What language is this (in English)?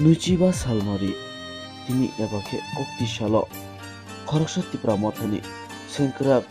Kok Borok